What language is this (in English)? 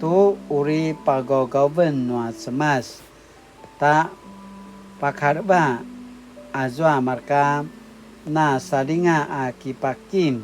Paiwan